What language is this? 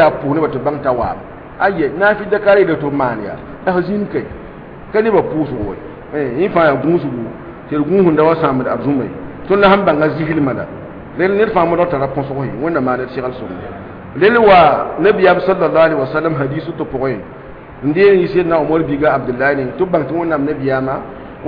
Mossi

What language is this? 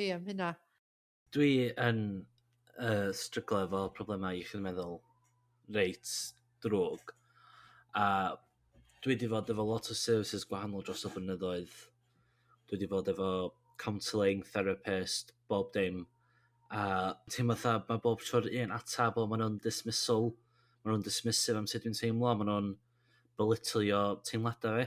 Welsh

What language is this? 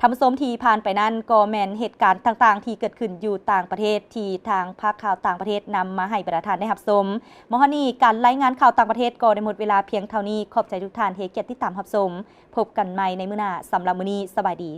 Lao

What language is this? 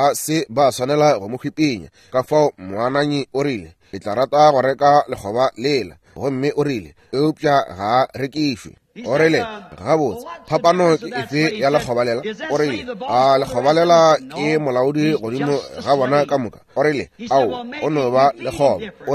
Northern Sotho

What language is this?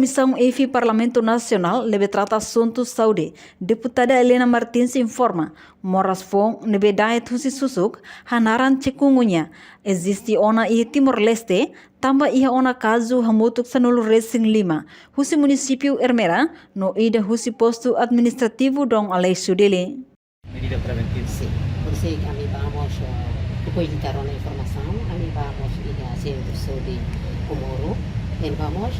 Tetum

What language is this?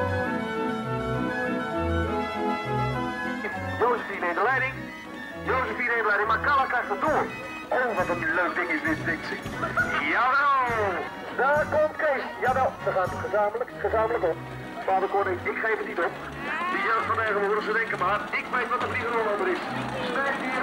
Dutch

